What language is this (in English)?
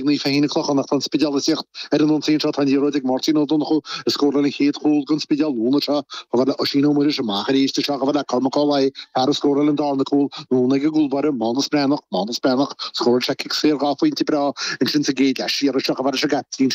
Irish